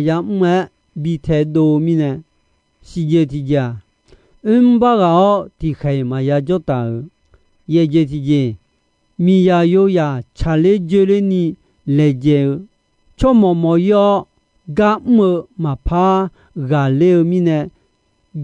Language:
Akha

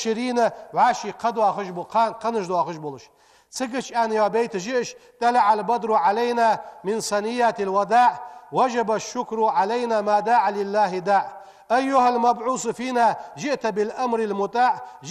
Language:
Ingush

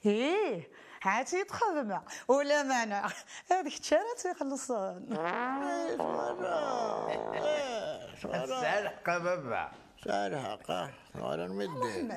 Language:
Kabyle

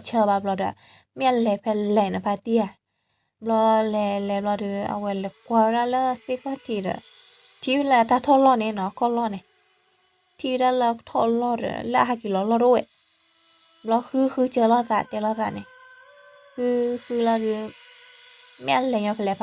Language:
S'gaw Karen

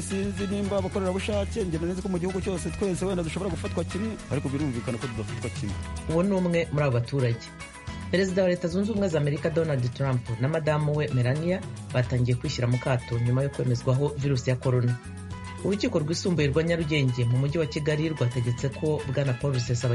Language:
Kinyarwanda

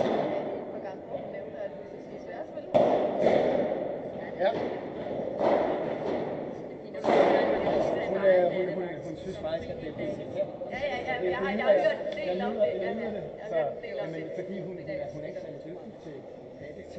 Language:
Danish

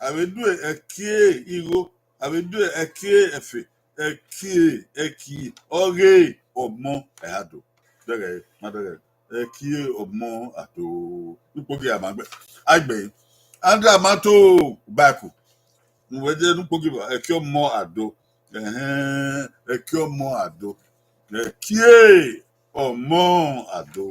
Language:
Bini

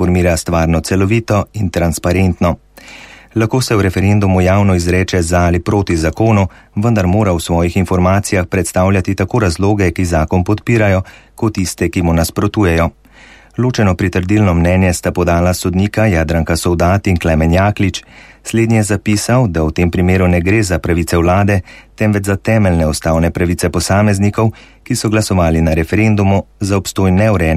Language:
Slovenian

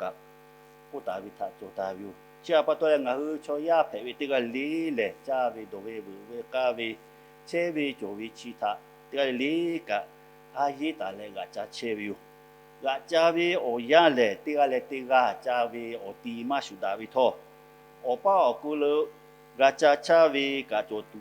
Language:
Lahu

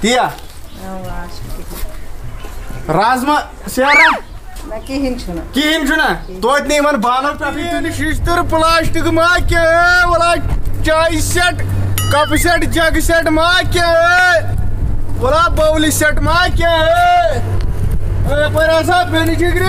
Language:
Kashmiri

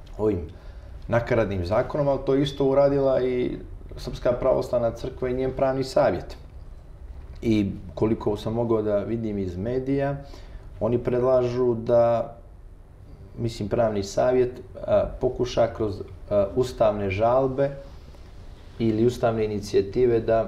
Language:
Serbian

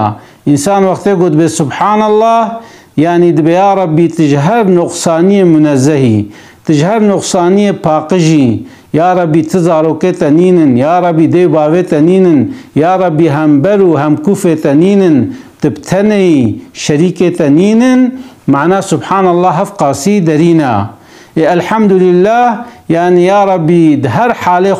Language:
Kurdish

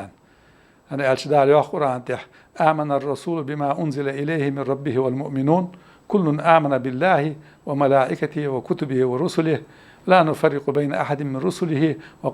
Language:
Ingush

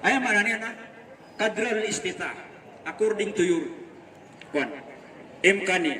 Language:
Maranao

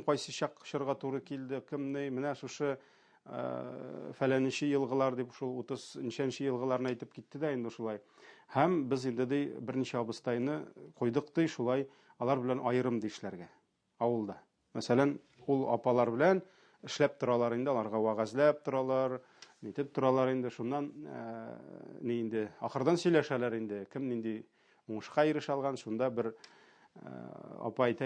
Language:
Tatar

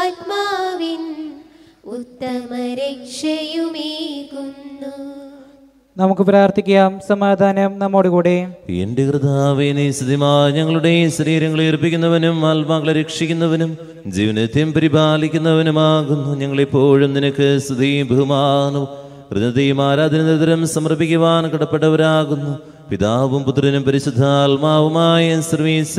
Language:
Malayalam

